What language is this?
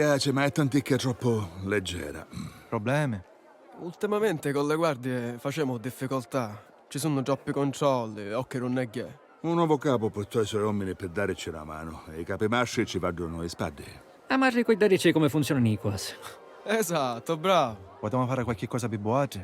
Sicilian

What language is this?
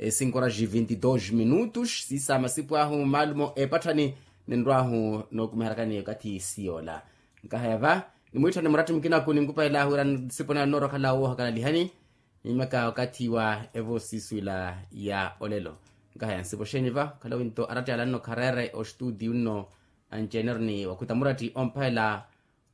Makhuwa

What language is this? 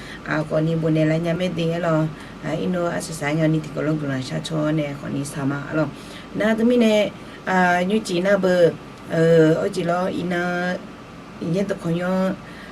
Akha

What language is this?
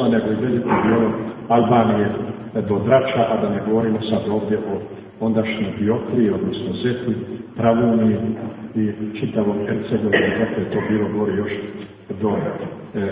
Serbian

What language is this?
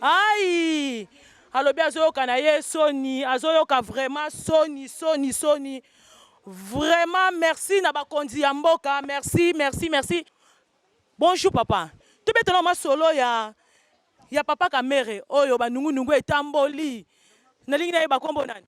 Lingala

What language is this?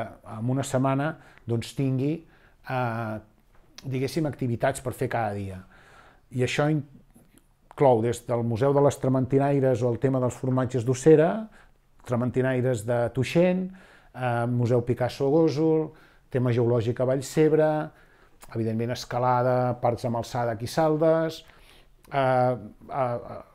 Catalan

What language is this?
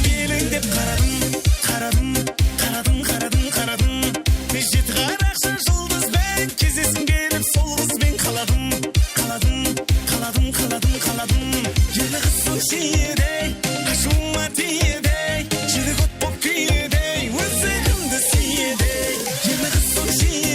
Kara-Kalpak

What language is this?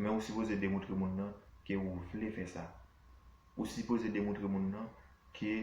Haitian Creole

